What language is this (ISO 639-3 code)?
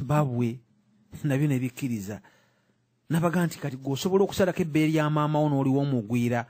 lug